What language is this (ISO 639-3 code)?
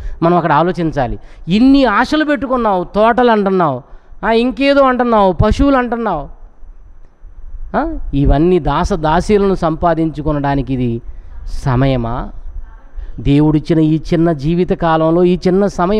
tel